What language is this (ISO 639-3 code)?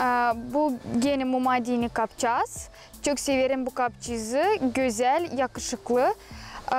gag